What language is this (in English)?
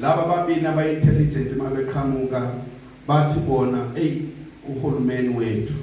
Zulu